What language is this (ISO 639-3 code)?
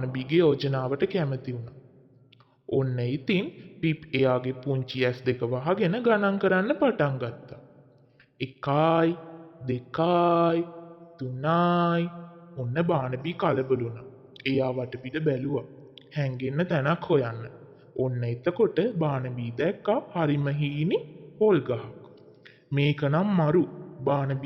sin